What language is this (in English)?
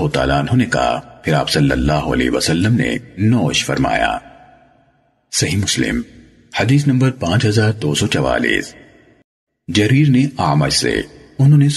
Urdu